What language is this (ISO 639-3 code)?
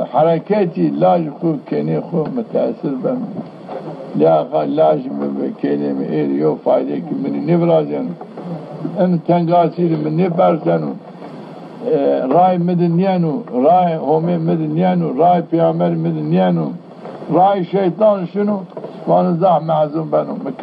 zza